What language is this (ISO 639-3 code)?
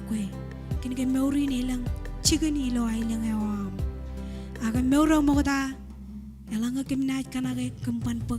mah